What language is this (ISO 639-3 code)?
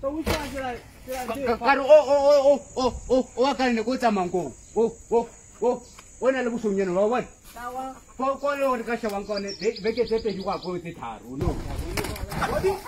tsn